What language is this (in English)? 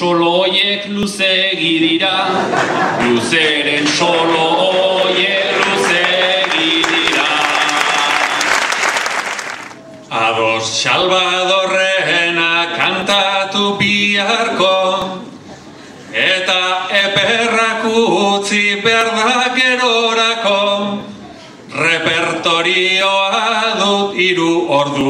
Basque